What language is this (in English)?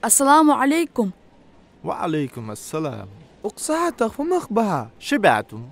Ingush